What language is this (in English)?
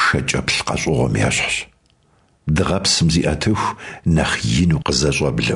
Kabardian